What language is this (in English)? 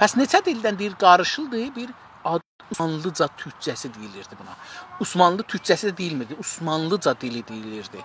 South Azerbaijani